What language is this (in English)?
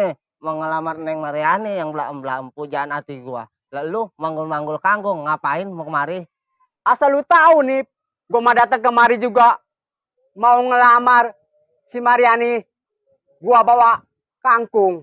Betawi